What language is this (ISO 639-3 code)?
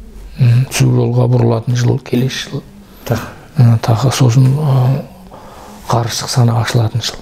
kaz